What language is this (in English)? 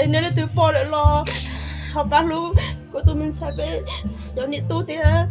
Hmong